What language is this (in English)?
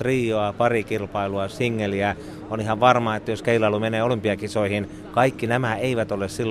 Finnish